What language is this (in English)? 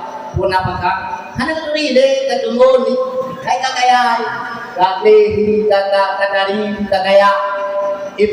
Achinese